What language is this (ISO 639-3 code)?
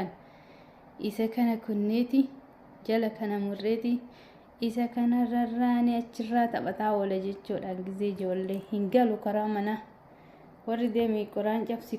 orm